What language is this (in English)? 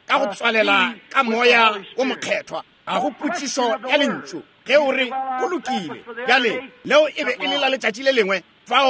Northern Sotho